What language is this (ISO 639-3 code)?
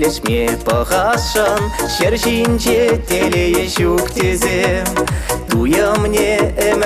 chv